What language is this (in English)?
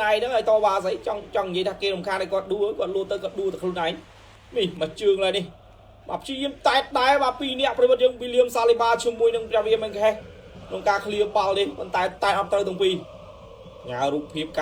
Khmer